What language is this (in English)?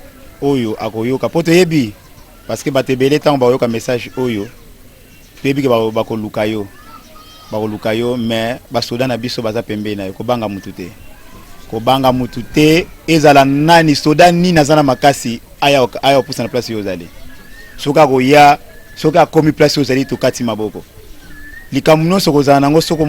Lingala